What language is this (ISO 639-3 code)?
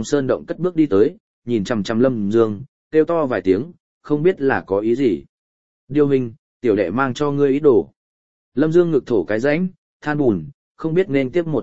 vie